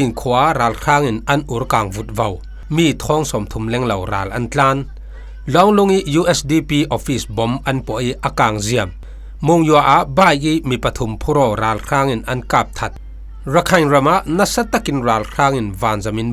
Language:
Falam Chin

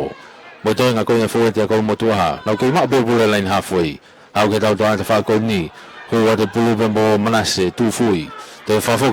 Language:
Tongan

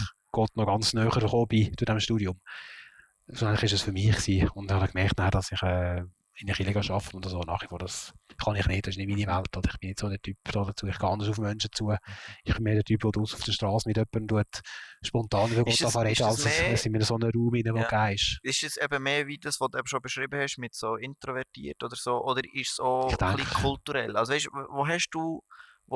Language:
Swiss German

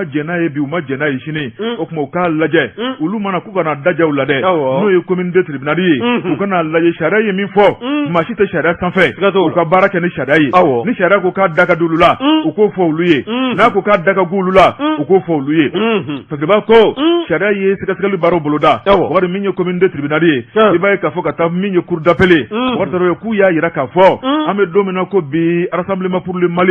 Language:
Bambara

